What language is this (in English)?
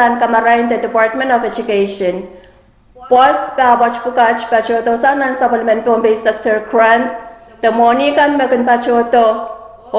Pohnpeian